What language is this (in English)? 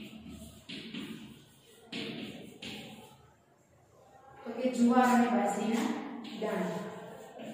Gujarati